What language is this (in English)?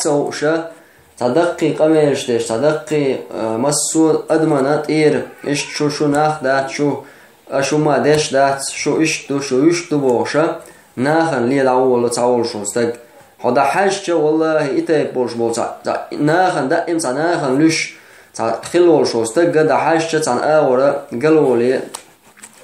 Chechen